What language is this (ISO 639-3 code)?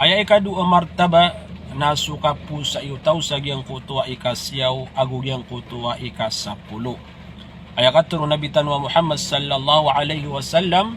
mrw